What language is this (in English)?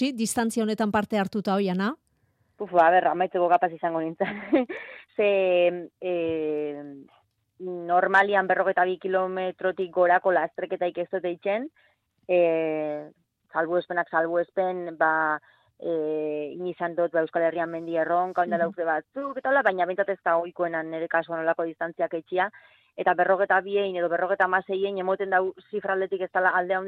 Basque